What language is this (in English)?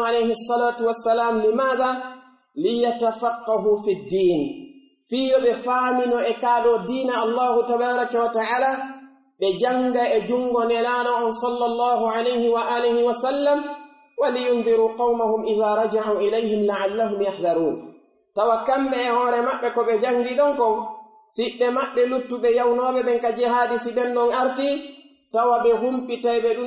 Pular